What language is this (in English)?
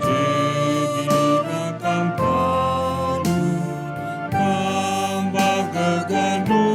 Batak Karo